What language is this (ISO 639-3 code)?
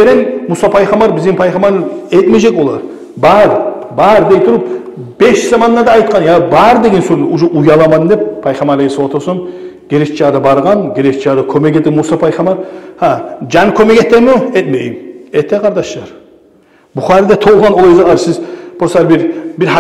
kum